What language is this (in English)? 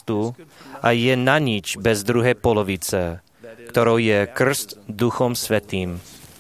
Slovak